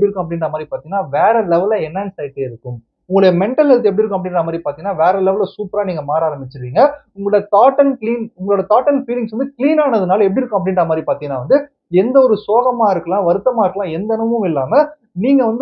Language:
Tamil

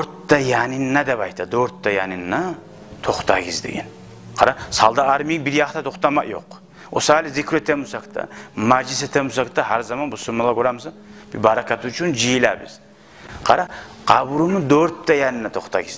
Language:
Kumyk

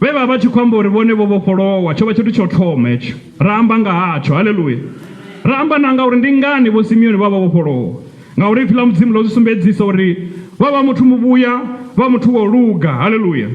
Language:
Venda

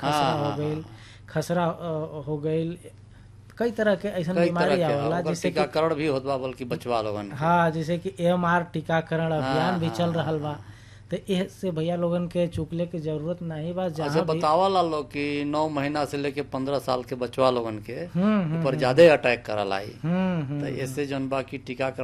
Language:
Bhojpuri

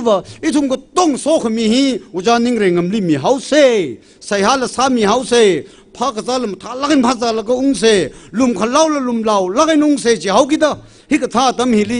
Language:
Tangkhul Naga (India)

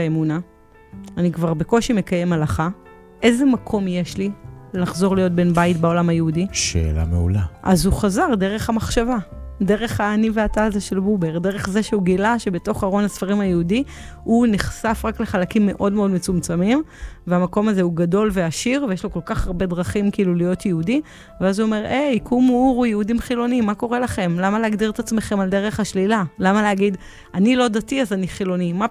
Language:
Hebrew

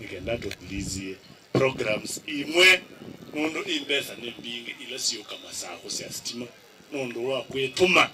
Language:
Kamba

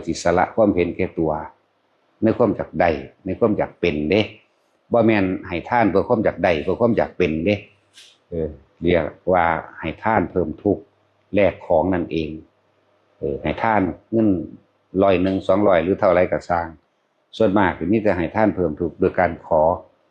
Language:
Northeastern Thai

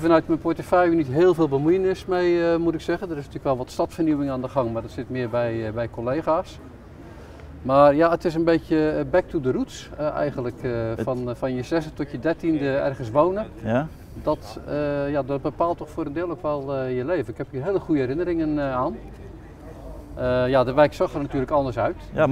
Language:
Dutch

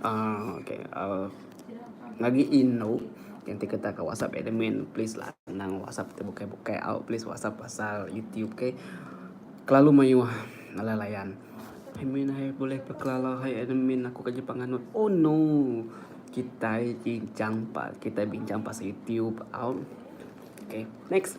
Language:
Iban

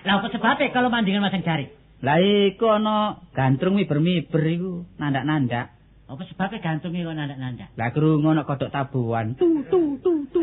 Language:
Javanese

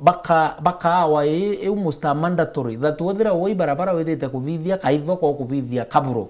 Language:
Meru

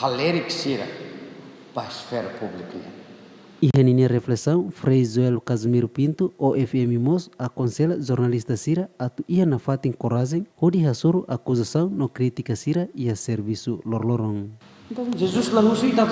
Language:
Tetum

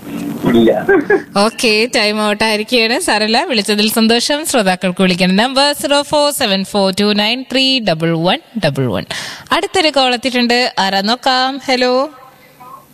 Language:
Malayalam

